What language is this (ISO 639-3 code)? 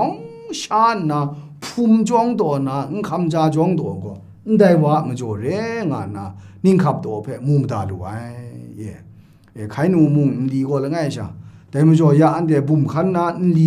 kac